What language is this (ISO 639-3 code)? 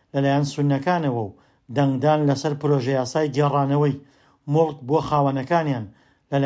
ckb